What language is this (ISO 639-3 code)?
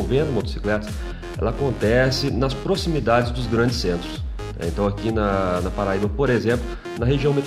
por